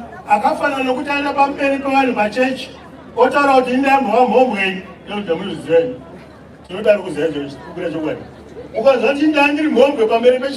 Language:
Shona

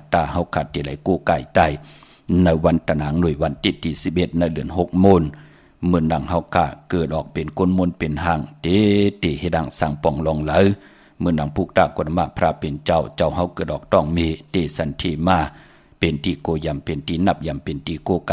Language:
Shan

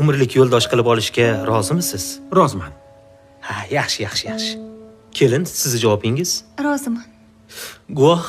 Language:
Uzbek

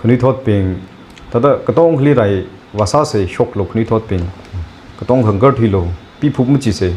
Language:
Tangkhul Naga (India)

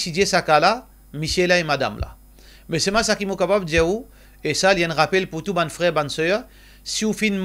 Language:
Morisyen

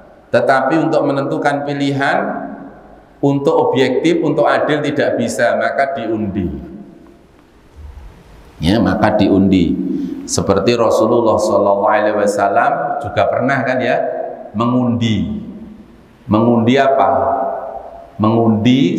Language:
Indonesian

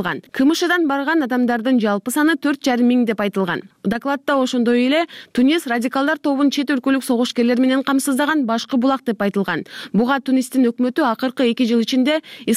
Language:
Kyrgyz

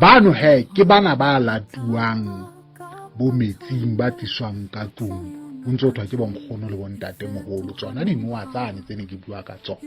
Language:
Southern Sotho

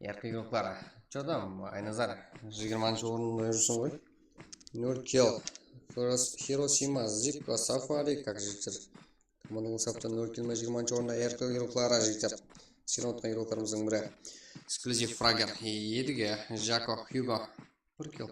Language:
Kara-Kalpak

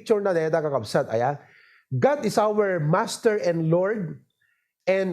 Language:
Iloko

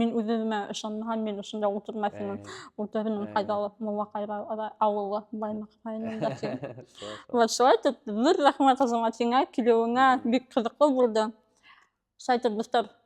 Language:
Bashkir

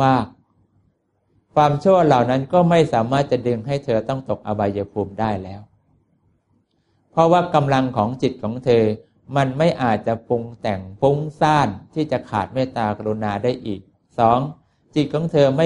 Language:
Thai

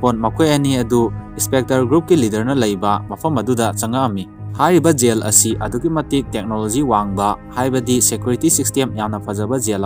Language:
Manipuri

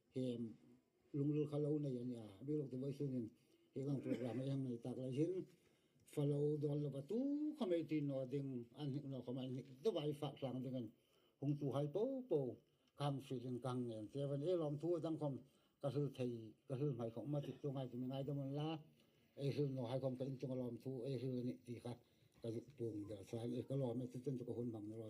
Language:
Hmar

